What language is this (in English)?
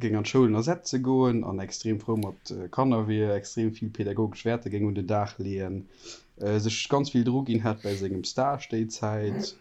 Luxembourgish